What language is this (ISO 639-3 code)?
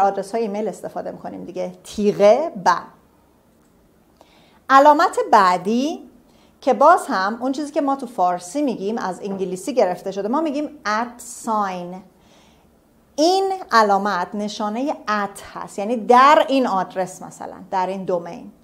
fas